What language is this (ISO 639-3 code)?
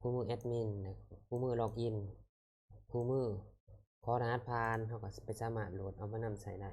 lao